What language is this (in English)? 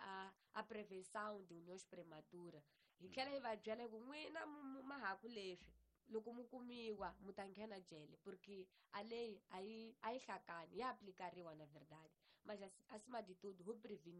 Tsonga